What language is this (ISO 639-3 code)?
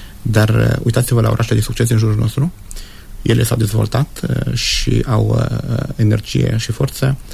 ron